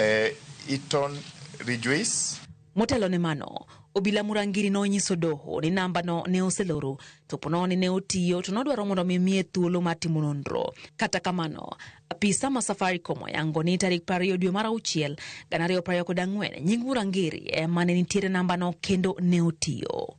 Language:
Luo (Kenya and Tanzania)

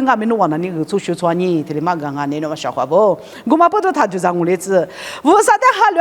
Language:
Lisu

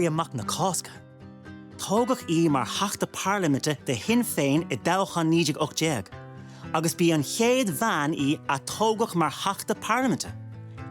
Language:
Irish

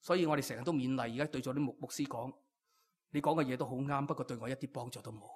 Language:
Cantonese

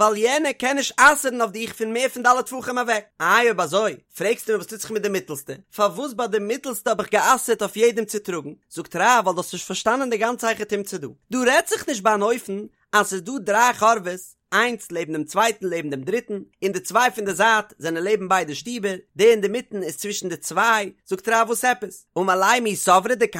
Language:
Yiddish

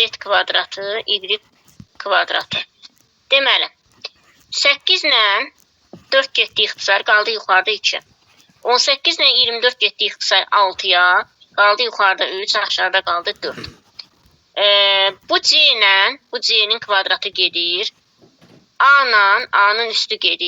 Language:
Azerbaijani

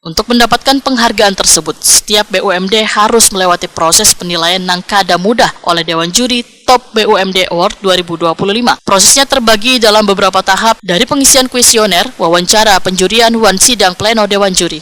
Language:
Banjar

